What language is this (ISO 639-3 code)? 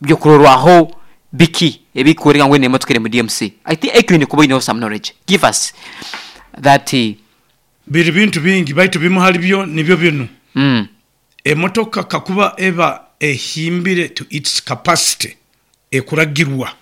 nyo